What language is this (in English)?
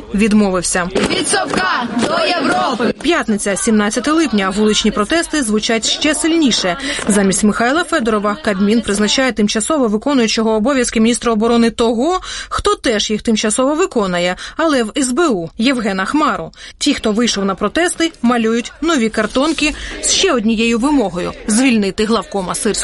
Ukrainian